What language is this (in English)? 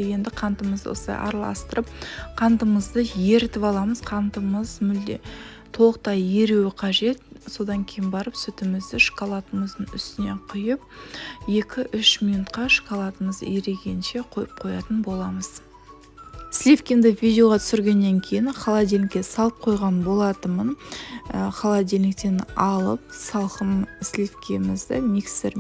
Kazakh